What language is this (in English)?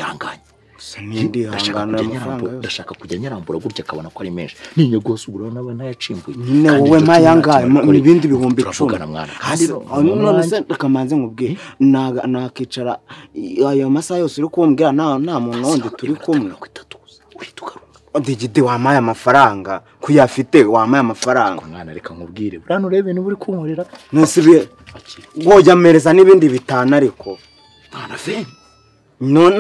Kinyarwanda